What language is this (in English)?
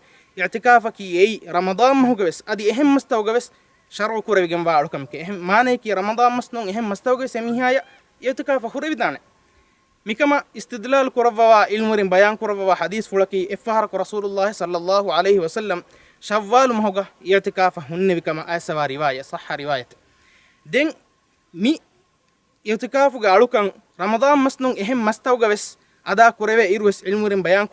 Divehi